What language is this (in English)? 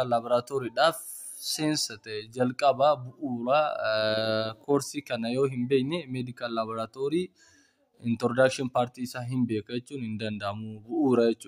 Oromo